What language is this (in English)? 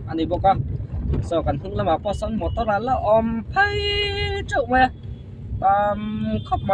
Mizo